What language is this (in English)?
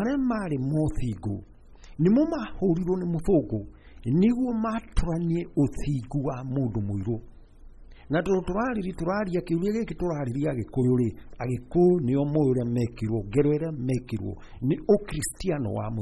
Kikuyu